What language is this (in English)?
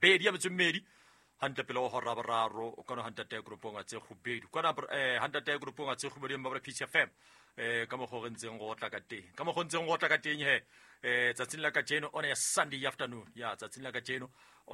Southern Sotho